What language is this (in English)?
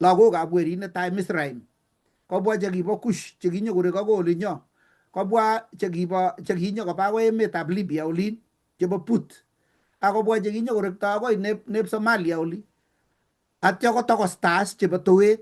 Kalenjin